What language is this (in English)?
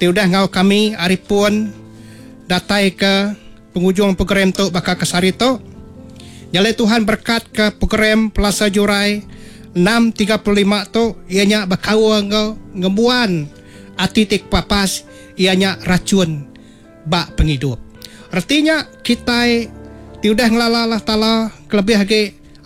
Iban